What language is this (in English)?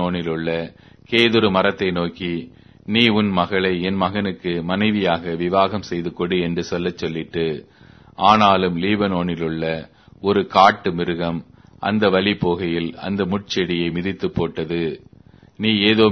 Tamil